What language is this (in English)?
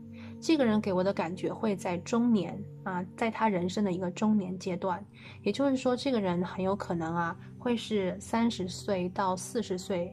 Chinese